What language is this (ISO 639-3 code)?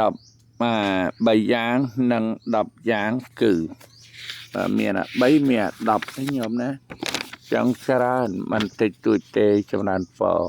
khm